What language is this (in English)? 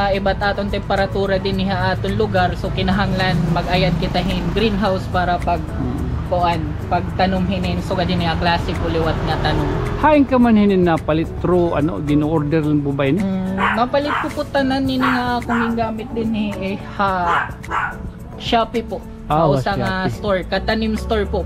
Waray